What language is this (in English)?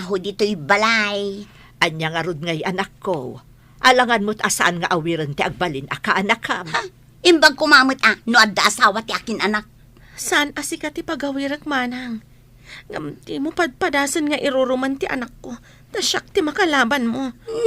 Iloko